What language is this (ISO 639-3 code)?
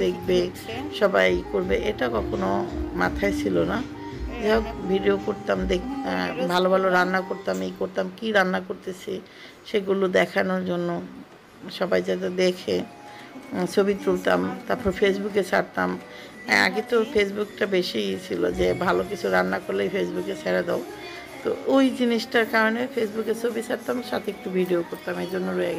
ben